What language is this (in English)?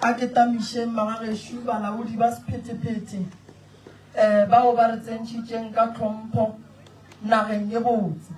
Northern Sotho